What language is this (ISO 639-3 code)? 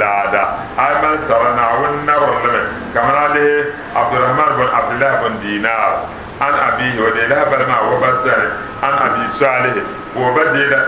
dag